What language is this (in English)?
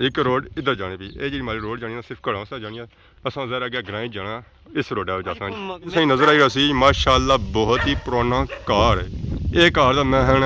Pahari-Potwari